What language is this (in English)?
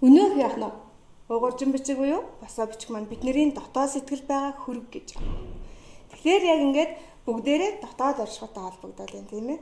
Mongolian